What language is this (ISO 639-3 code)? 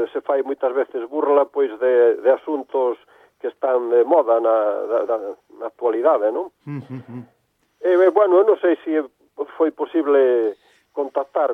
glg